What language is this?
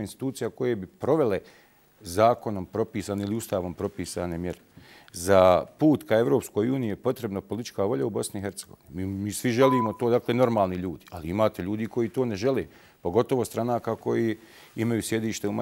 Bosnian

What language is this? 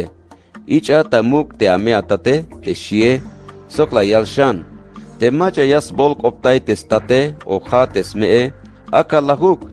Tzeltal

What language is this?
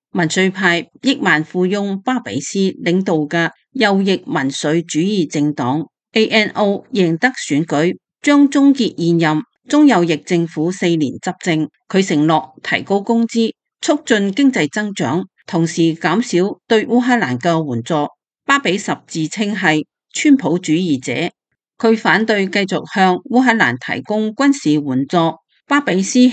Cantonese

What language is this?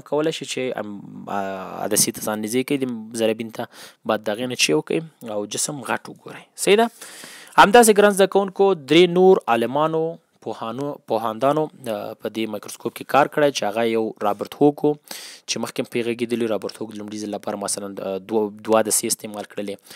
Pashto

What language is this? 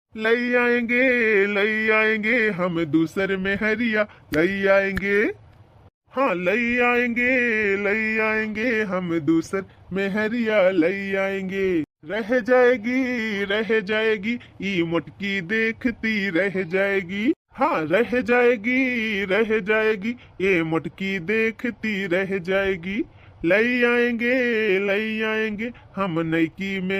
Awadhi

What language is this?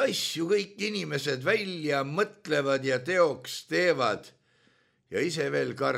Estonian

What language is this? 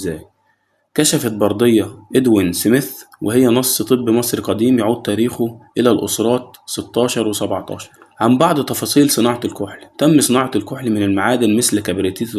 Egyptian Arabic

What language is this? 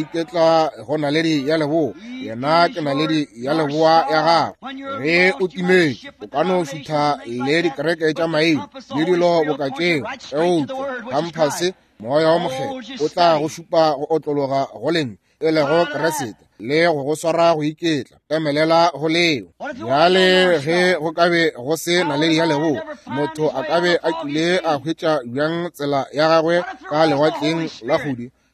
Northern Sotho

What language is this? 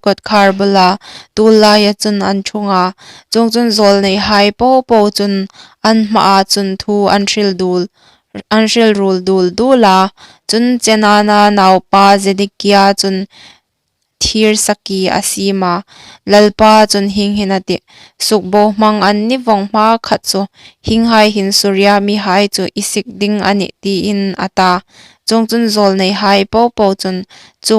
Hmar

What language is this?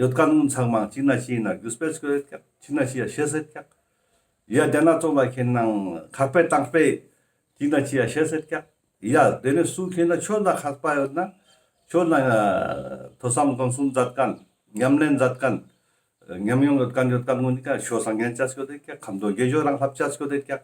Ladakhi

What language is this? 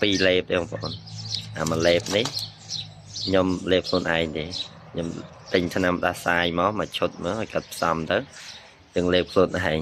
Khmer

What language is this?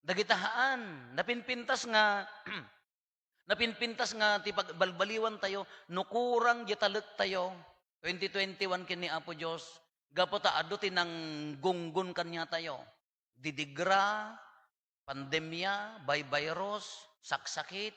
Iloko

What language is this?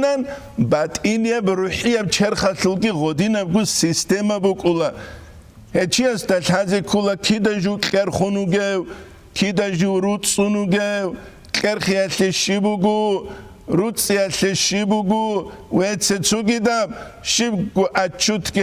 Avaric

